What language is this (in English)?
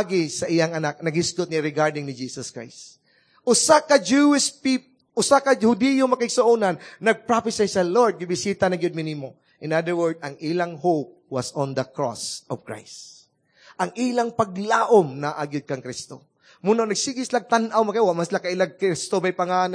Cebuano